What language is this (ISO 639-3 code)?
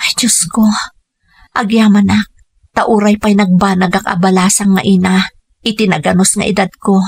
ilo